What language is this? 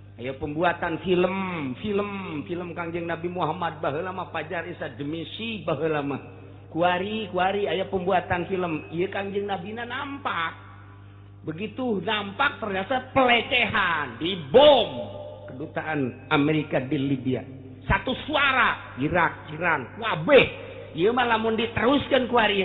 Sundanese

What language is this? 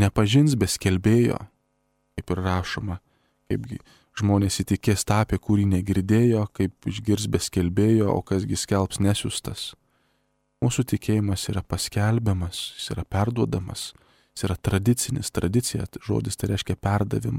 Lithuanian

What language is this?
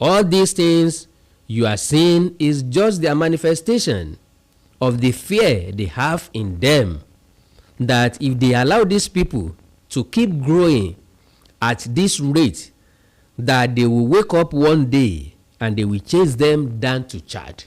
Yoruba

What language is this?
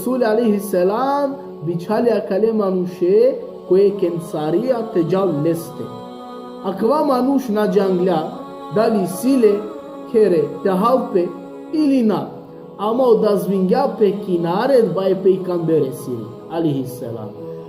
Balkan Romani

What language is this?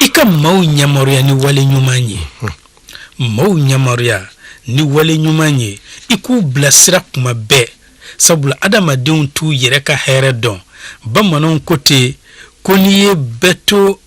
Bambara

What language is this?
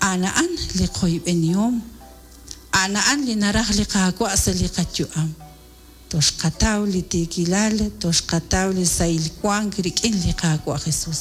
Kekchí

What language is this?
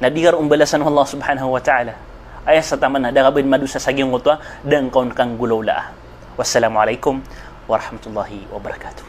Maranao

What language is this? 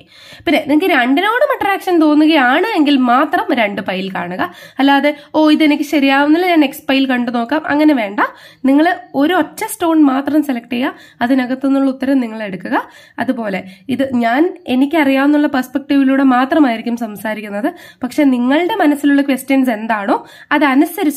Malayalam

